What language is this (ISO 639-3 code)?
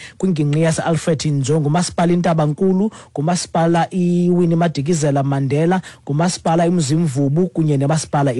xho